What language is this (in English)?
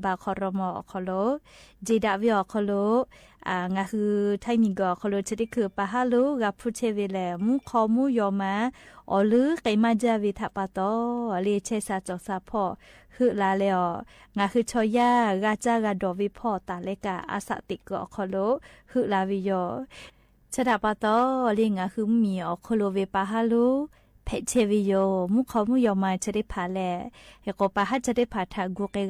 Lahu